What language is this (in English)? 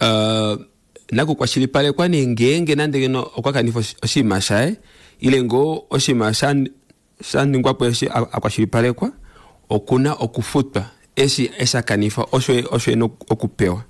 Kuanyama